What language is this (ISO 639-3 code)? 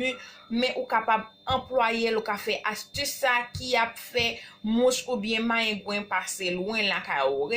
hat